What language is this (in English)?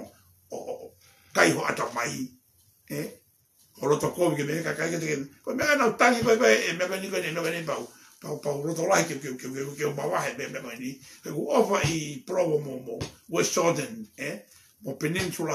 Tongan